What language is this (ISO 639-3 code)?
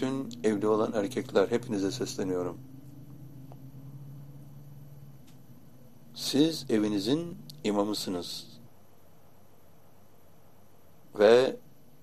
tur